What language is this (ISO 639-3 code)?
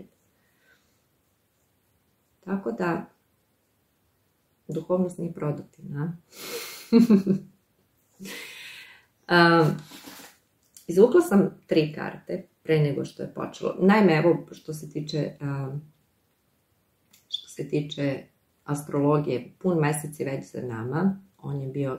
srp